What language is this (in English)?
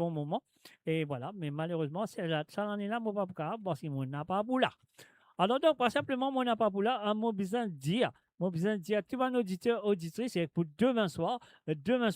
Morisyen